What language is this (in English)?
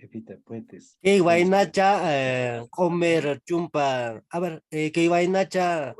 Quechua